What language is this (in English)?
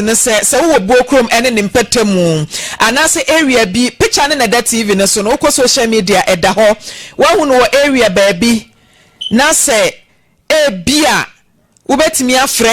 Akan